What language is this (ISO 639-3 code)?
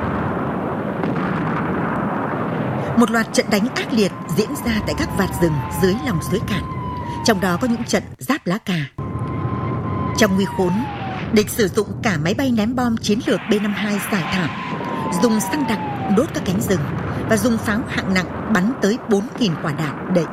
vie